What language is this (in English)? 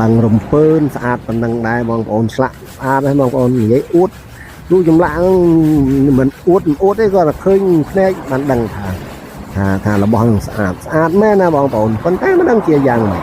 Khmer